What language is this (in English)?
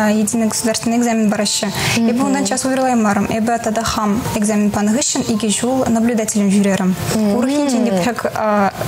Chuvash